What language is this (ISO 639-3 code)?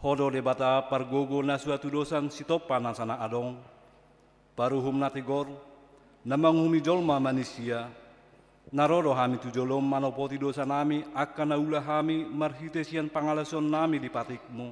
bbc